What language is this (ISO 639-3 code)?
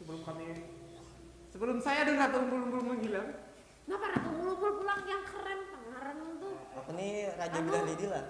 bjn